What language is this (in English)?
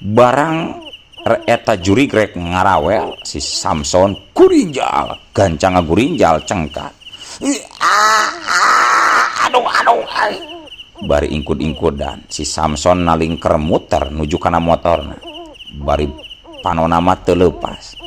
Sundanese